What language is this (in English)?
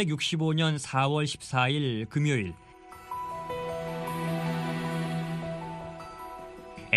Korean